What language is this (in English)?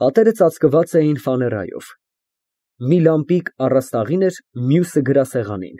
Armenian